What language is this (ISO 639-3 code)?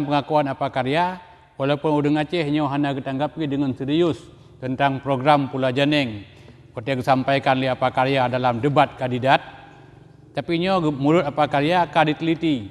ace